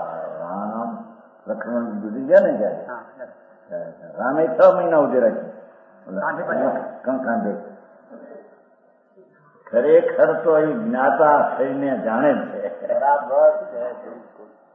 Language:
Gujarati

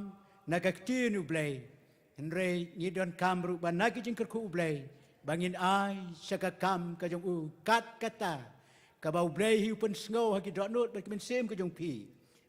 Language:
Khasi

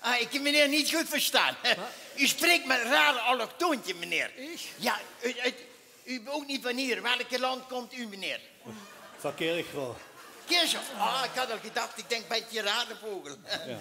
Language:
Limburgish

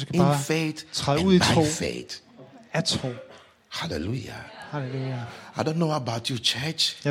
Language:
Danish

